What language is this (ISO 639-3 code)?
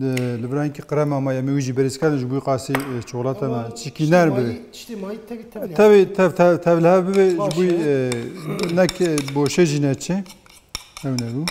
kur